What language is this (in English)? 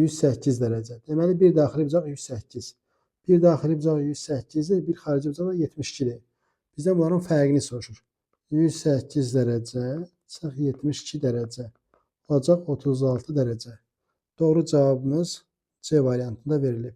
Azerbaijani